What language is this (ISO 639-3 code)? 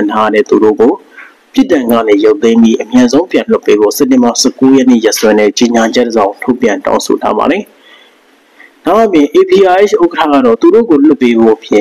mya